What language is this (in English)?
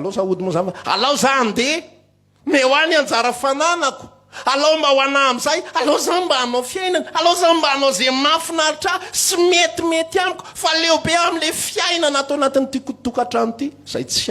Malagasy